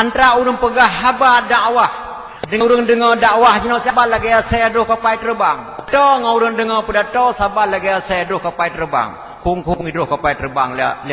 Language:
Achinese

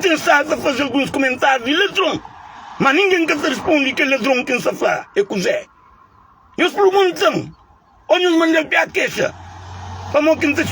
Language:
Kabuverdianu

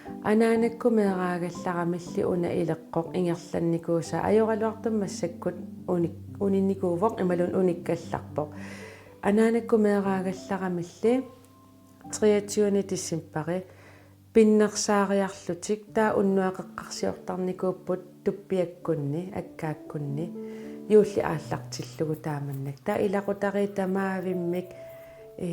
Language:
Kalaallisut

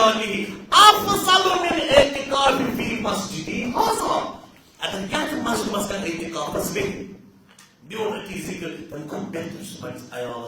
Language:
Kashmiri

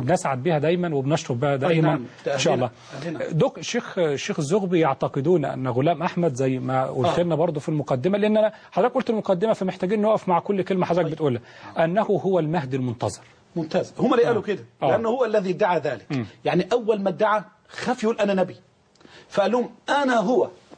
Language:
Egyptian Arabic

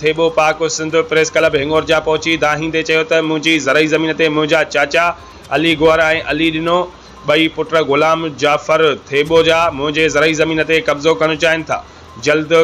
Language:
Sindhi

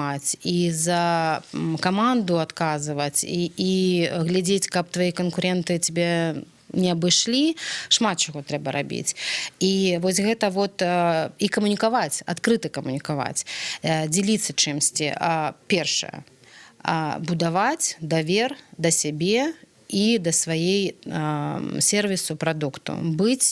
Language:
Belarusian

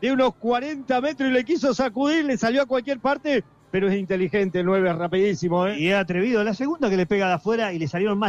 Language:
Spanish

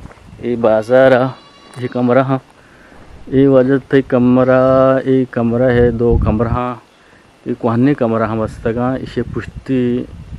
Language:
Eastern Balochi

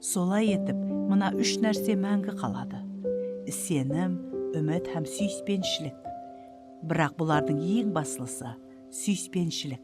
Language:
Kara-Kalpak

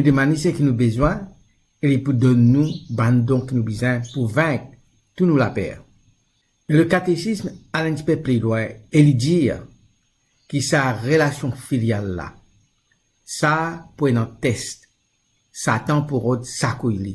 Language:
Morisyen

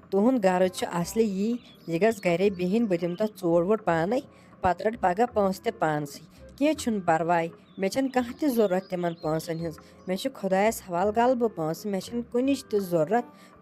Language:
Kashmiri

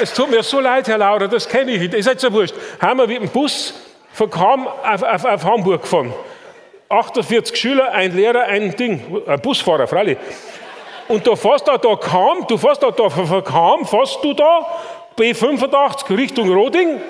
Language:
Bavarian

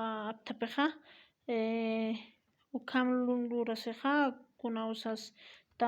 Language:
Aymara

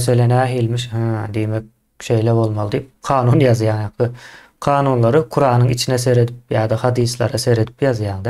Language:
Turkmen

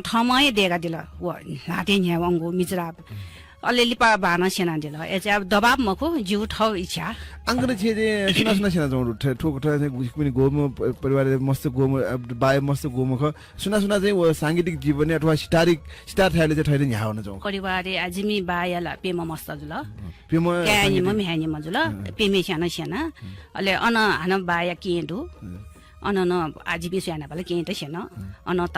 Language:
Newari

